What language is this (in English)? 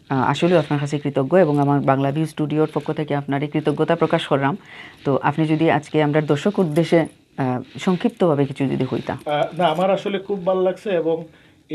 Sylheti